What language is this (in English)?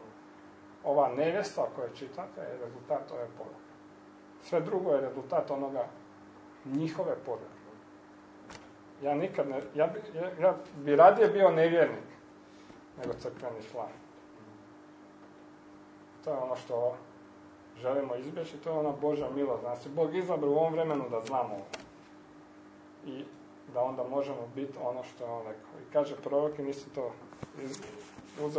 Croatian